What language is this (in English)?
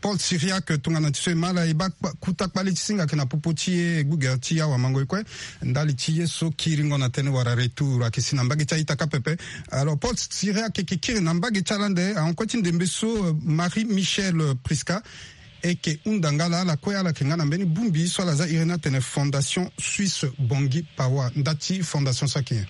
Sango